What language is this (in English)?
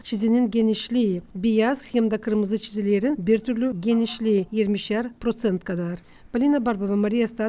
Gagauz